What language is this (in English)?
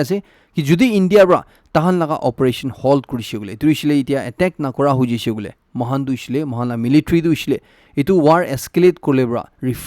Naga Pidgin